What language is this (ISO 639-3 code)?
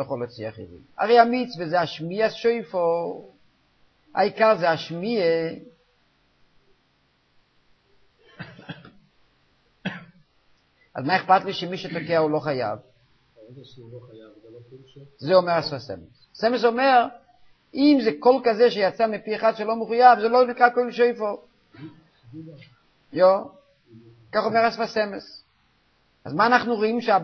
heb